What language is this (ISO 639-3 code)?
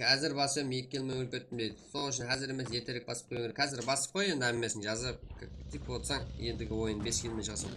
kaa